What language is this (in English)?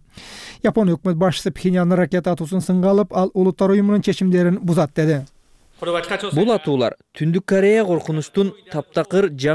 Kyrgyz